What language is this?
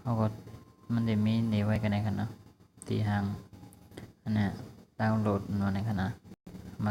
Shan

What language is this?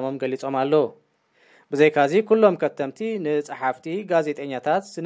Tigrinya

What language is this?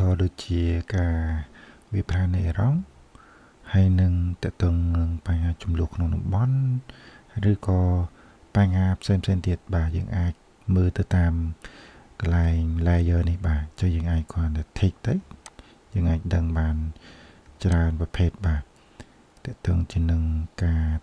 Khmer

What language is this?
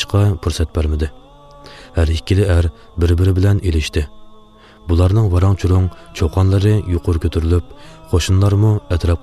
Uyghur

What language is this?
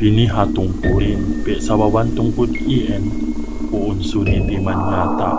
Yakan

